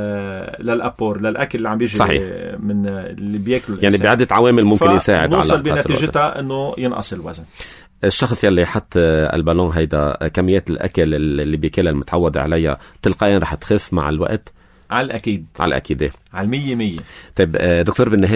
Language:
North Levantine Arabic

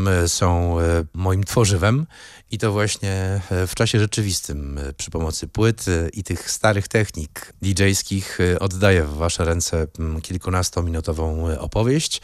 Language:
Polish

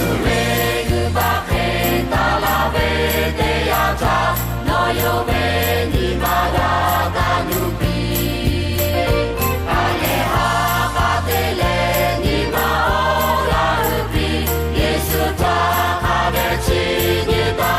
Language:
Lahu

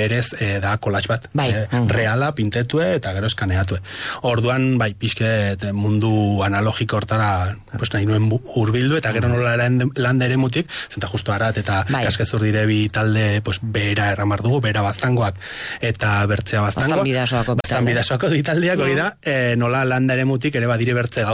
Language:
Basque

